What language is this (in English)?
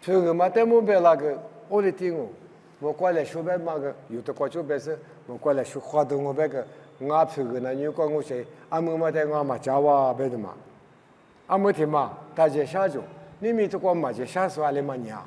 Lisu